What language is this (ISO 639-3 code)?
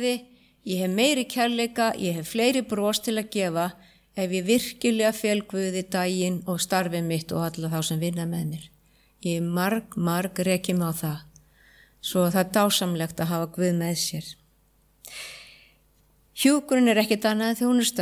isl